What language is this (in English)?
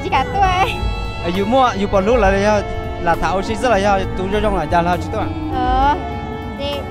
Vietnamese